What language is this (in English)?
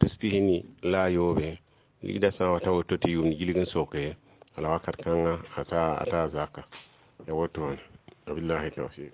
Mossi